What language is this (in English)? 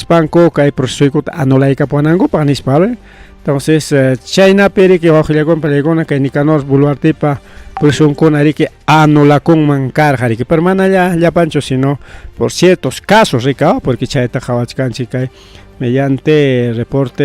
Ayacucho Quechua